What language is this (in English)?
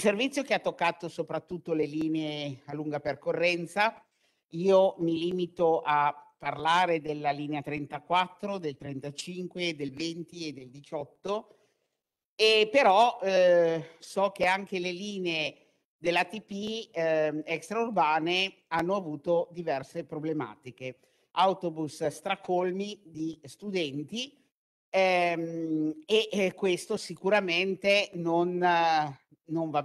Italian